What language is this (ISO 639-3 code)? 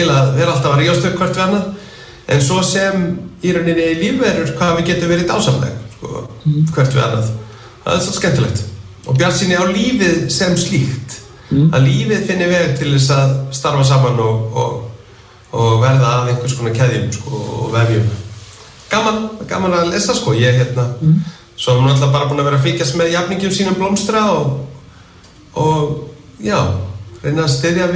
isl